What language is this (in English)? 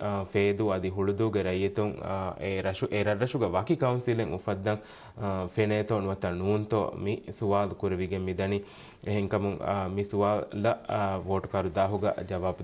Divehi